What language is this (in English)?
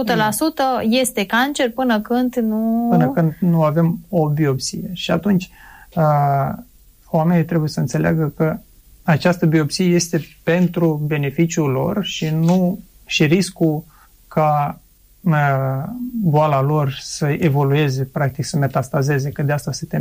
Romanian